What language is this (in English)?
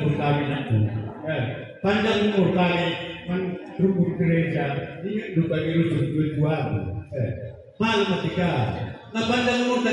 Batak Karo